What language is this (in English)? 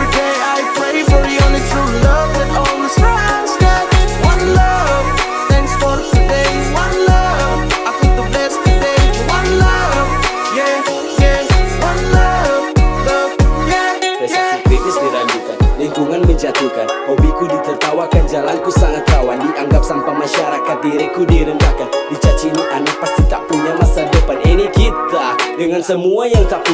Manado Malay